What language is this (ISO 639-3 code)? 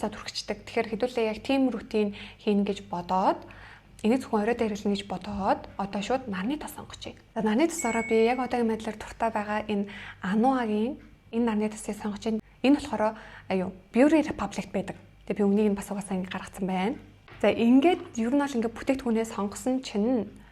mon